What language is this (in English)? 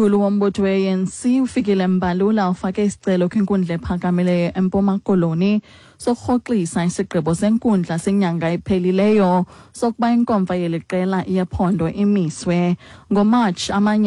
Xhosa